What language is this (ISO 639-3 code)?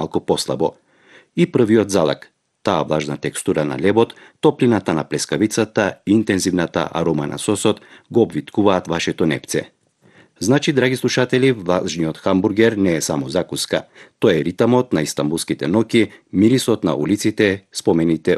mkd